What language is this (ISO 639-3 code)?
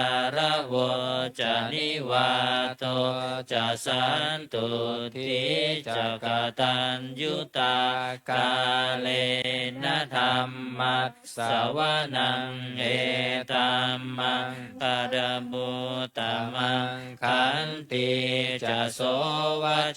pli